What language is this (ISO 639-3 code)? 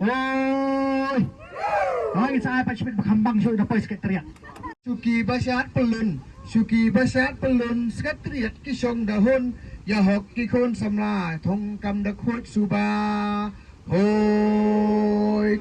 kha